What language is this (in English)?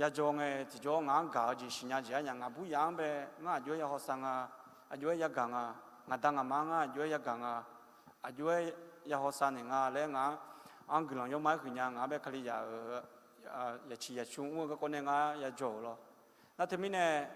Akha